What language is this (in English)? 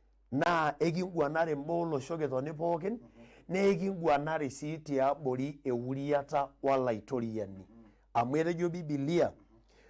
Masai